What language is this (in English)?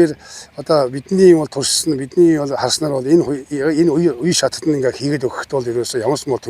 Mongolian